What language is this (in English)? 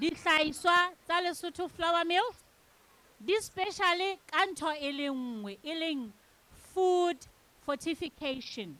Southern Sotho